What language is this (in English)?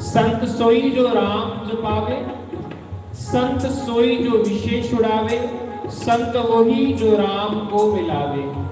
Dogri